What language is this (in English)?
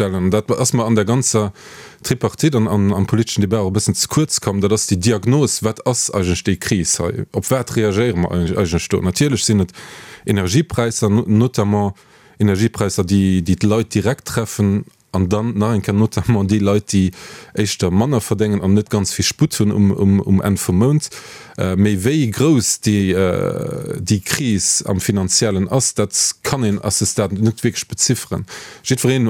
Luxembourgish